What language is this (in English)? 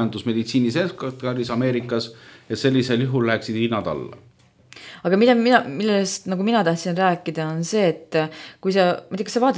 Estonian